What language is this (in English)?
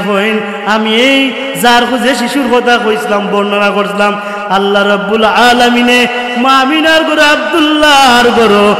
Sylheti